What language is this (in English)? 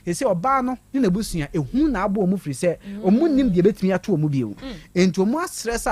Akan